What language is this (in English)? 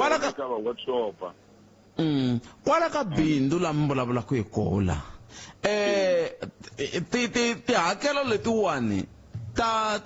Tsonga